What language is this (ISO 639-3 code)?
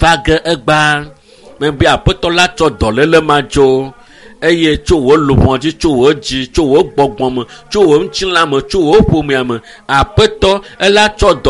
ewe